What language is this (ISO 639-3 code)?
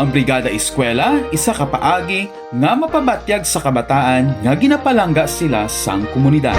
hil